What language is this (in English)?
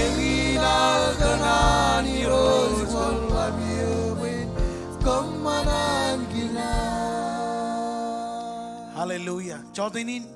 Marshallese